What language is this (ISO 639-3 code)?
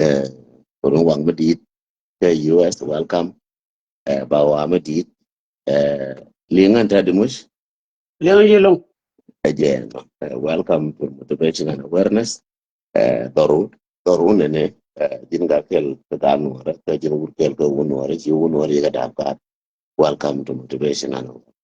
nus